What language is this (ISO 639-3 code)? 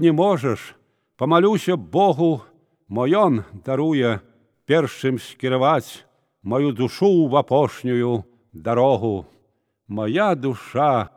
bel